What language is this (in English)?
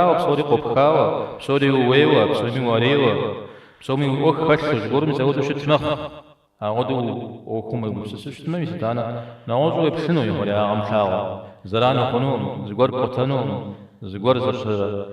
Kabardian